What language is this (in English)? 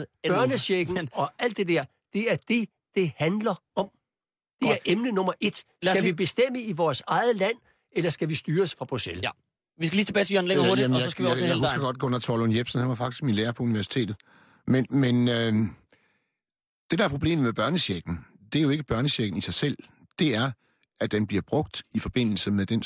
Danish